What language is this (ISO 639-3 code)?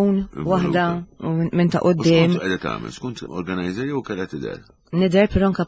mlt